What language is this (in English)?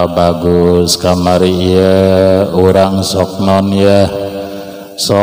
Sundanese